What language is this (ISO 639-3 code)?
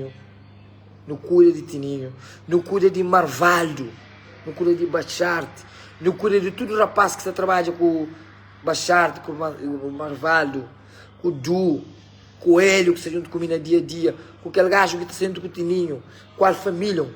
kea